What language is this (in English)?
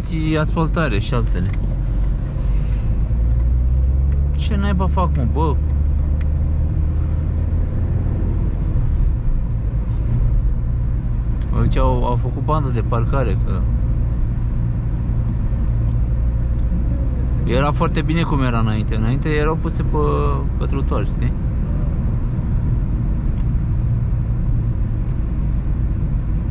Romanian